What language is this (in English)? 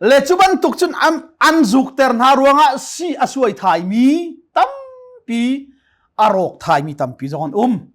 Hakha Chin